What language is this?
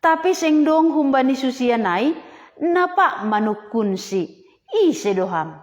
Batak Simalungun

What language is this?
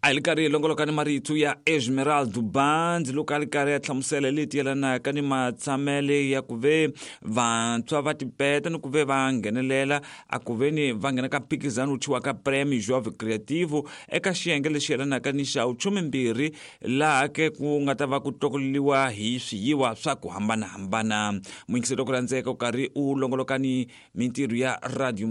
Tsonga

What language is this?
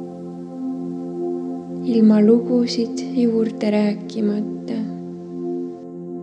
Estonian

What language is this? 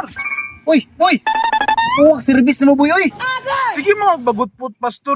Cebuano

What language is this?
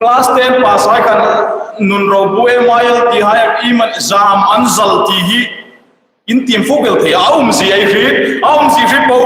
Hmar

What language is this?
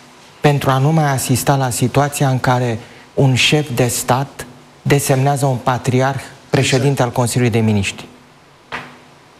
Romanian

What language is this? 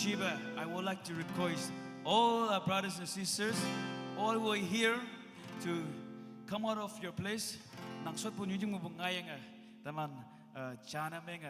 Naga Pidgin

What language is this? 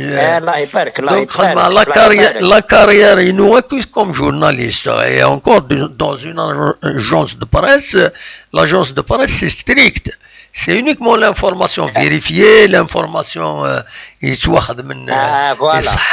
Kabyle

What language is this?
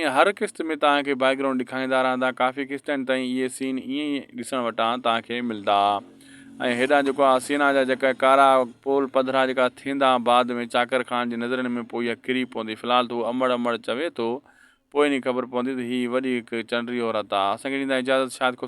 Sindhi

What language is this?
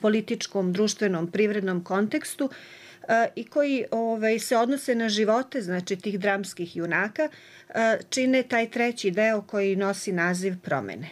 Serbian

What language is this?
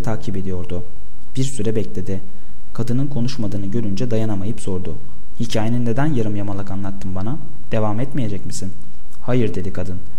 Turkish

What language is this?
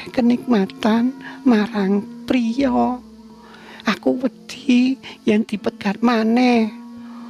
Javanese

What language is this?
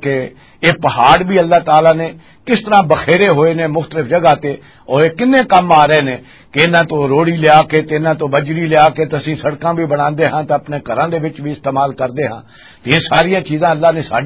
Western Panjabi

